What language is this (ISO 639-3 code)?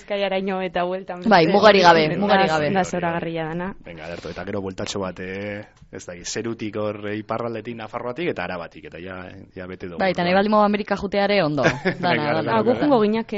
eus